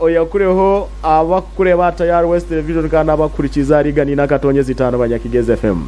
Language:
Nyankole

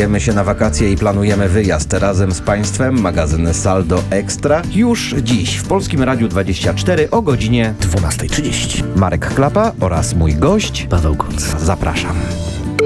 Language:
Polish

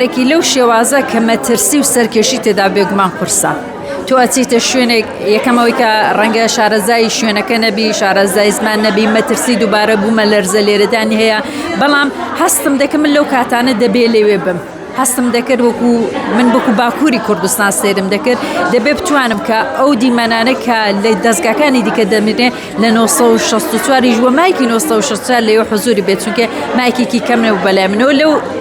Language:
Central Kurdish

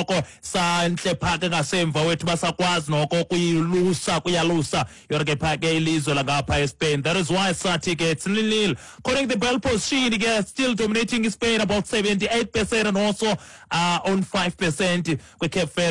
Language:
Xhosa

